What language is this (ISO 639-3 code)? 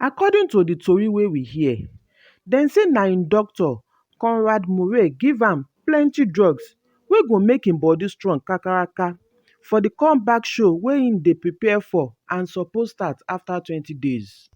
pcm